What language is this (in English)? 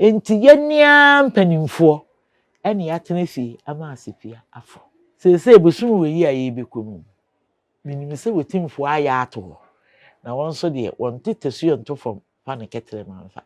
Akan